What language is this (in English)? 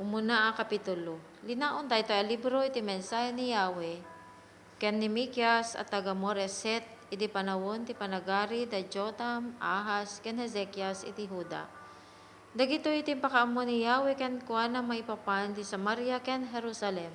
Iloko